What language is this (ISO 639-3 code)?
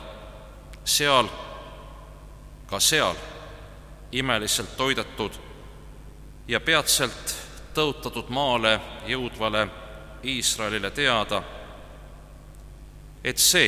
est